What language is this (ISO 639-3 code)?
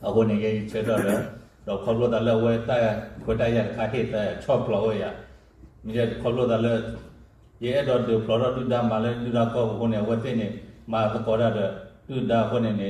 ksw